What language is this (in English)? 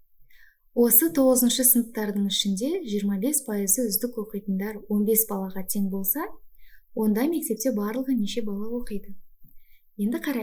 Kazakh